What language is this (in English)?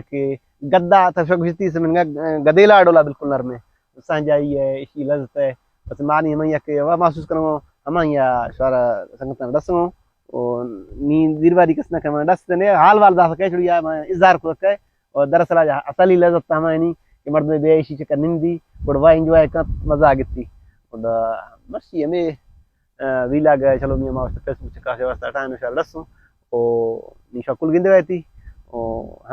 Baluchi